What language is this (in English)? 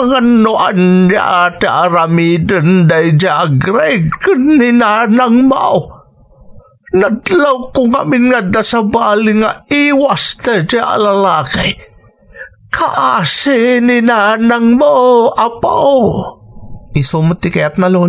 Iloko